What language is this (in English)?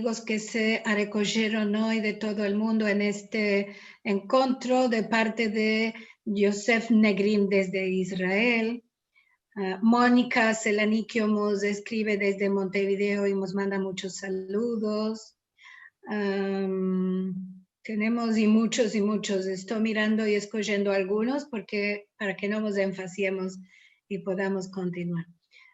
Ladino